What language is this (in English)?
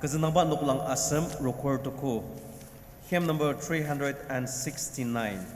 Ao Naga